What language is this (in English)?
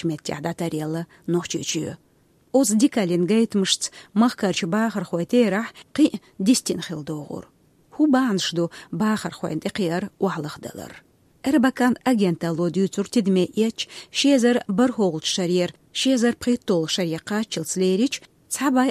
Chechen